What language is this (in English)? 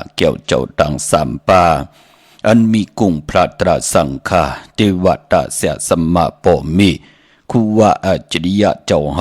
Shan